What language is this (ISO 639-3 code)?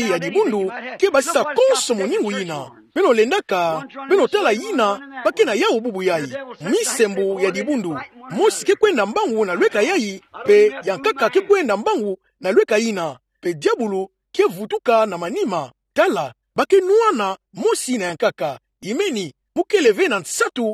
ktu